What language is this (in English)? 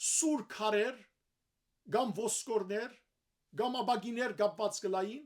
Western Armenian